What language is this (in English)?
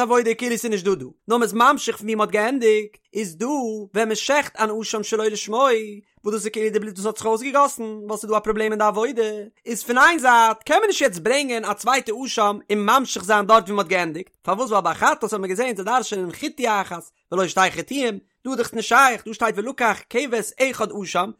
Yiddish